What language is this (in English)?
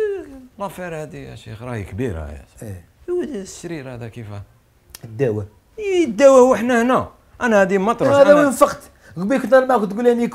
Algerian Arabic